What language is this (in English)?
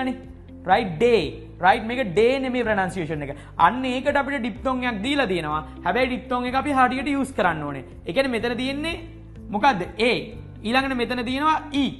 Sinhala